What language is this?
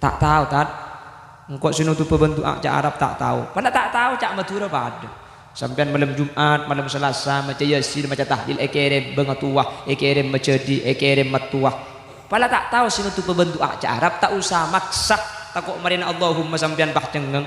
Madurese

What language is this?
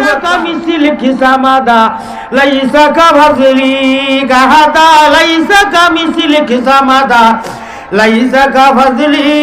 Sylheti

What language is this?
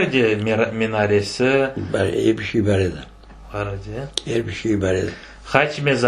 Crimean Tatar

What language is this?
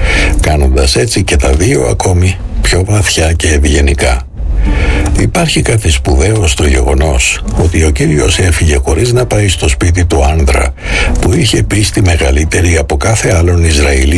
Greek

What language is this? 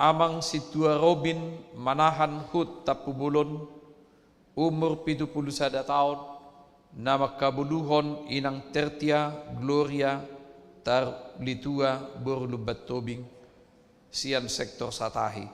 Batak Toba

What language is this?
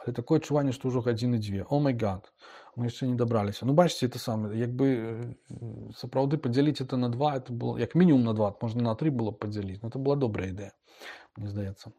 Belarusian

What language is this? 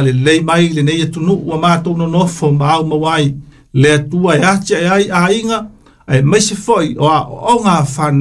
Samoan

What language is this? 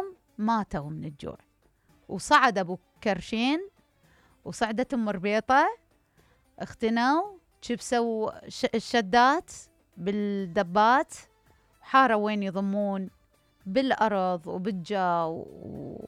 Mesopotamian Arabic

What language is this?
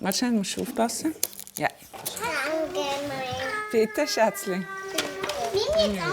Swiss German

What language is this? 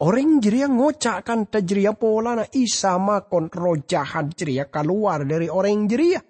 Madurese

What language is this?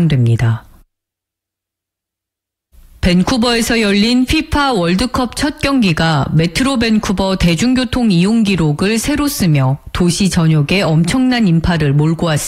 Korean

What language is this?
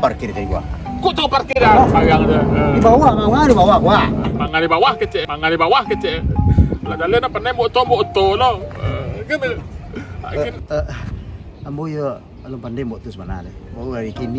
Minangkabau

